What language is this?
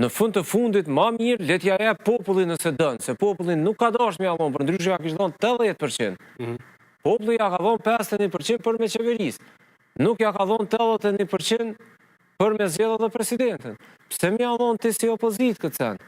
Albanian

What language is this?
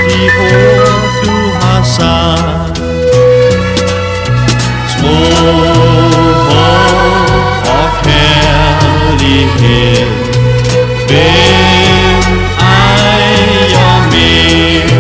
Danish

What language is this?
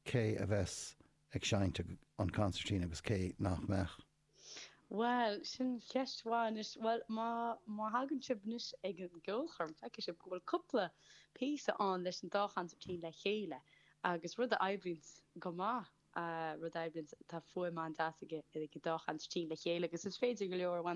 Irish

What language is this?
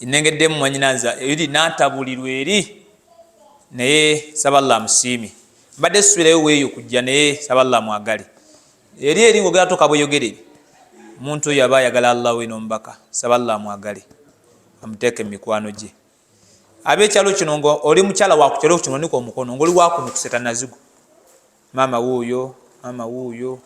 Ganda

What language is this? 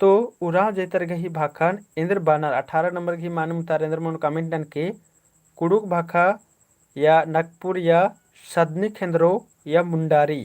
Kurukh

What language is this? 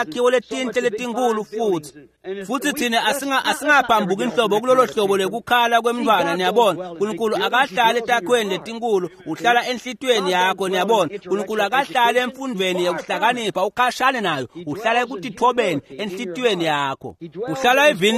Swati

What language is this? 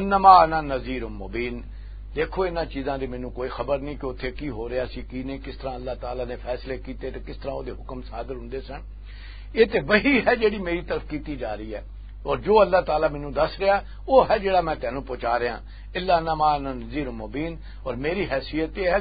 Western Panjabi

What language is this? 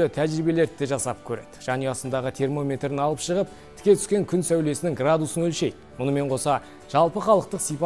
Kazakh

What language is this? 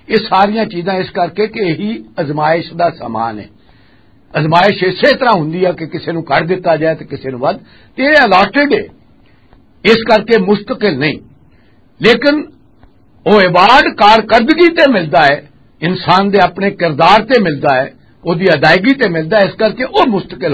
Western Panjabi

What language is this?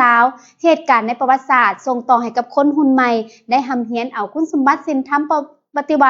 Lao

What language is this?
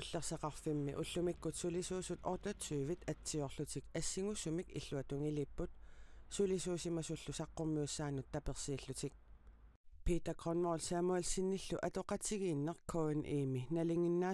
Kalaallisut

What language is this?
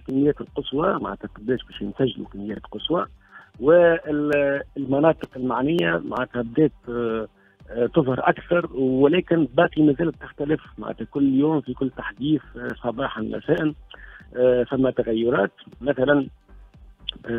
Tunisian Arabic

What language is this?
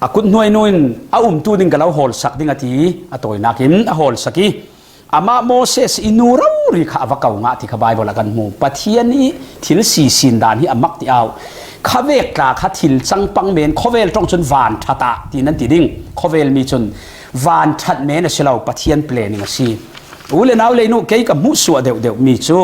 Falam Chin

